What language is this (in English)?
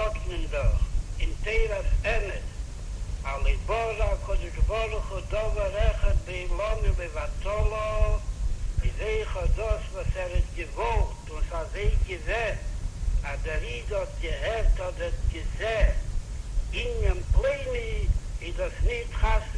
Yiddish